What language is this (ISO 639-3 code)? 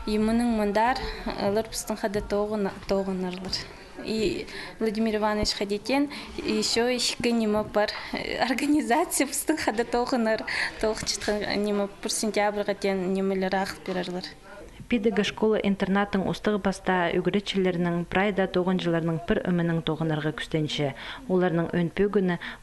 kjh